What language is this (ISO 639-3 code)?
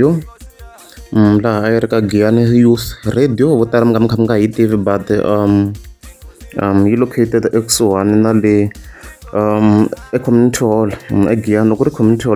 tso